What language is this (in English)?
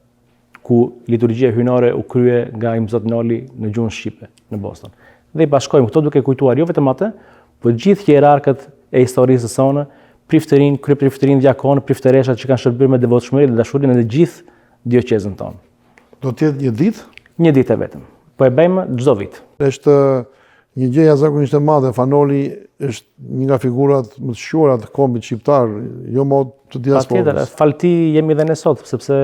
Albanian